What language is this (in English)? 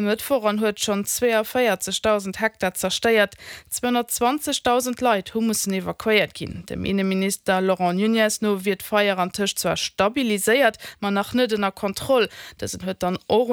Luxembourgish